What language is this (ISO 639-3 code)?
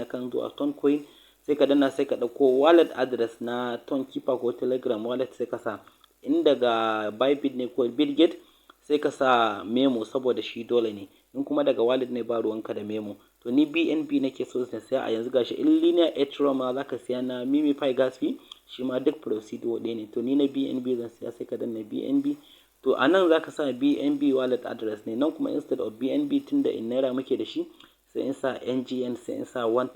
hau